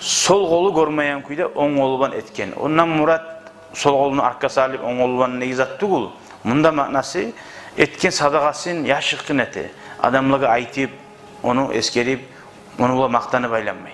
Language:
Kumyk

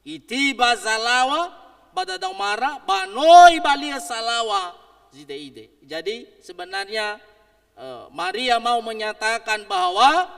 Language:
Nias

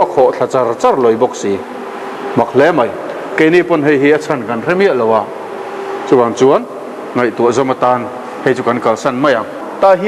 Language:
Mizo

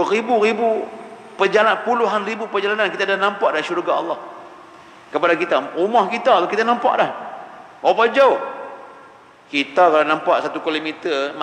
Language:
Malay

